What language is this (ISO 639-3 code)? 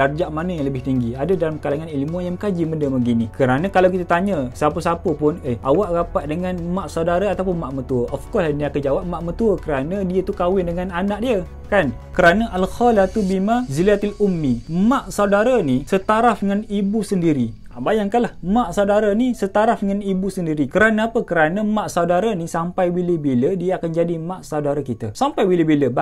msa